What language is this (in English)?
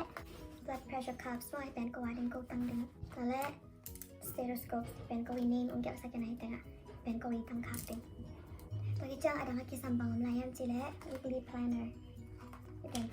Tedim Chin